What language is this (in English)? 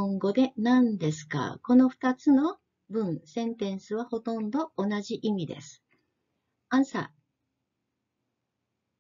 Japanese